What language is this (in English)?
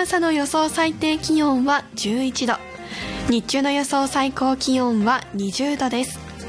Japanese